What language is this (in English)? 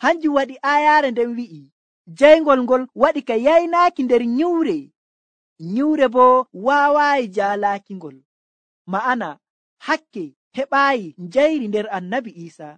Nigerian Fulfulde